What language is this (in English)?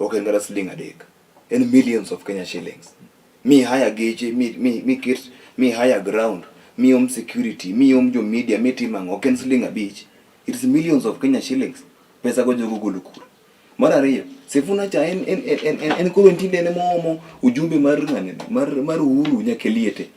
Luo (Kenya and Tanzania)